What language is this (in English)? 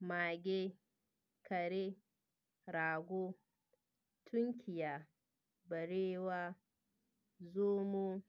Hausa